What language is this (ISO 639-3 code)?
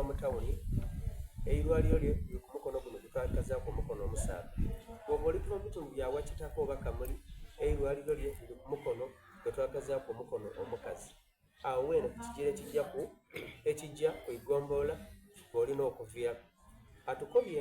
xog